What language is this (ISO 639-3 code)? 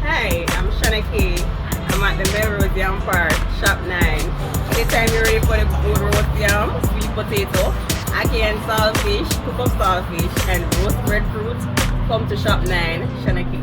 jam